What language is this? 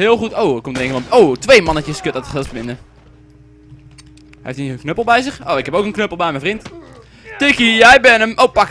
Dutch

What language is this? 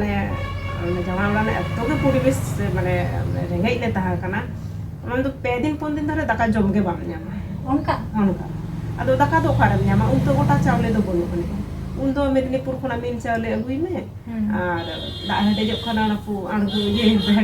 Santali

